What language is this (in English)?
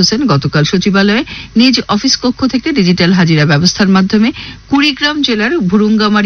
Bangla